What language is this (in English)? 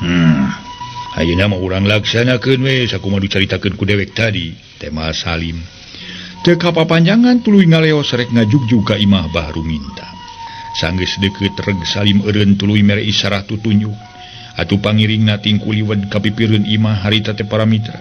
Sundanese